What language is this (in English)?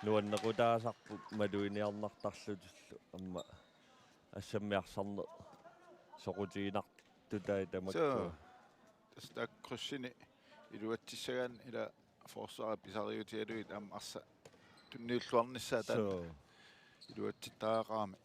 Kalaallisut